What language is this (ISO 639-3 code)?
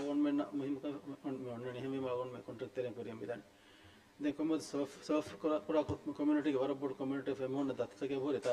div